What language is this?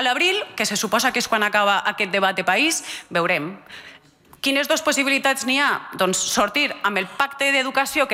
Catalan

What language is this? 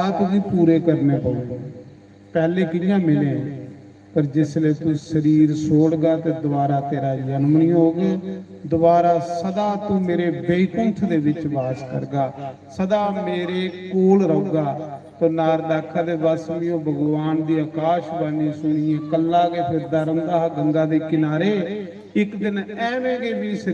Dogri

